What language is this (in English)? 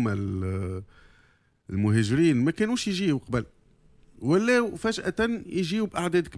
Tunisian Arabic